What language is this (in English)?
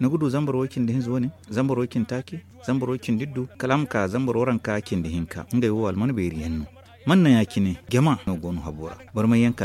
Zarma